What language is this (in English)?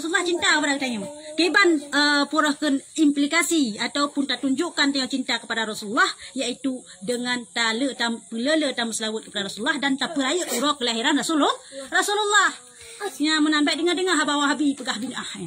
Achinese